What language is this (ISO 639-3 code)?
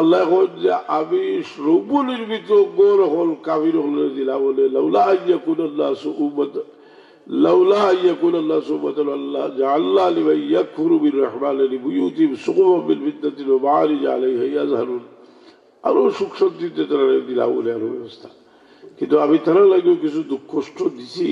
syl